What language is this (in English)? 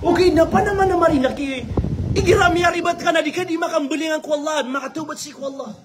Maranao